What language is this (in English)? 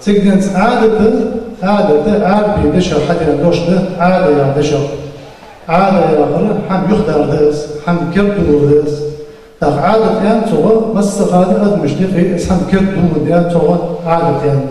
Ingush